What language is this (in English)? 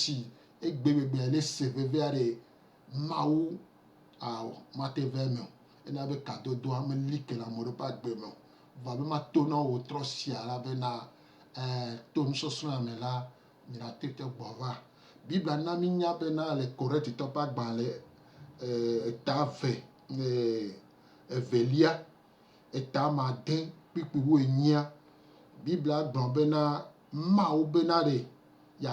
Gen